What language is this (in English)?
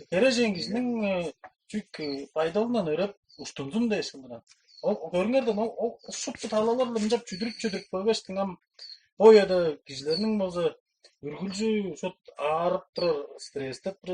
Tuvinian